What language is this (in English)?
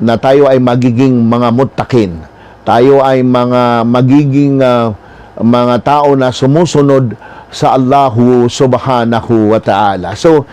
Maranao